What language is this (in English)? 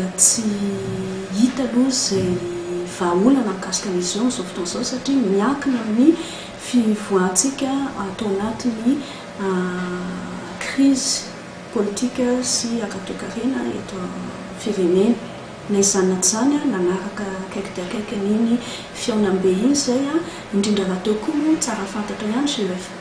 Malagasy